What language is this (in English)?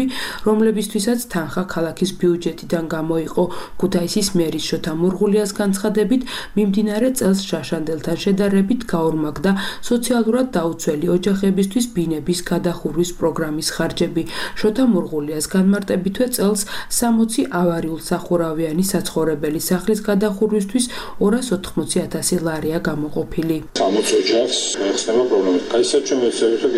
Georgian